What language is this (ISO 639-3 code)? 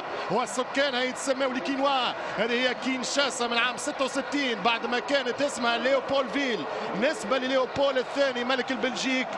ara